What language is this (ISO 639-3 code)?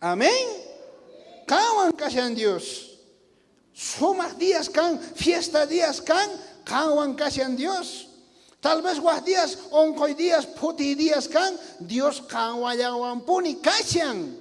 quh